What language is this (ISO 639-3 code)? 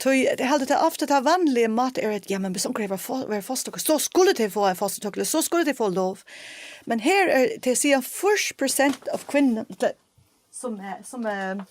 fao